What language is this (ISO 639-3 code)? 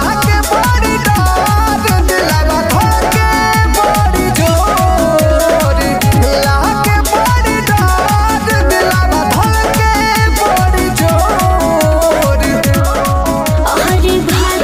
bho